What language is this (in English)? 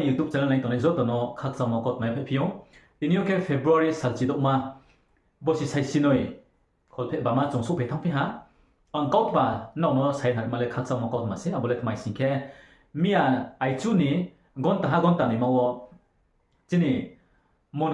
Riang (India)